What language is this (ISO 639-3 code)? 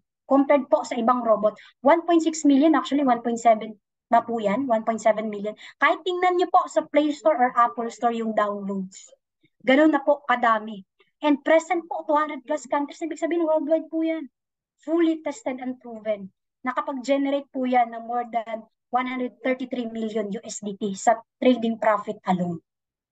fil